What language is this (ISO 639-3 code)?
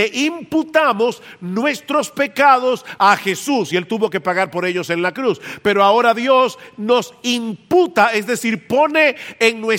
spa